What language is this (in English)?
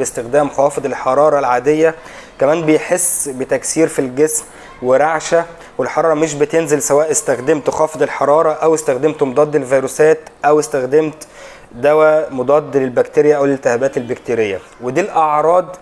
Egyptian Arabic